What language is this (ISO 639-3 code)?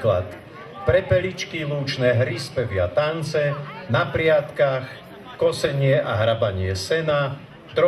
slk